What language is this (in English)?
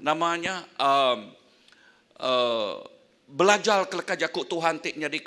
Iban